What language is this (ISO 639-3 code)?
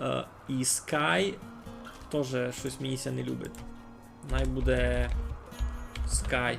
rue